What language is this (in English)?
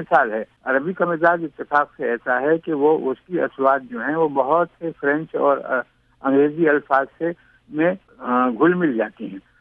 Urdu